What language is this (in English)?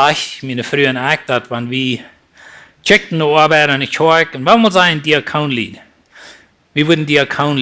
Plautdietsch